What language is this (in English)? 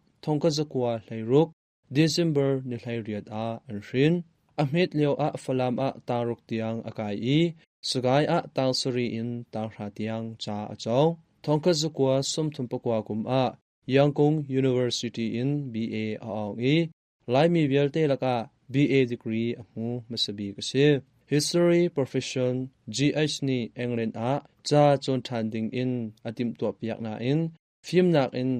Hakha Chin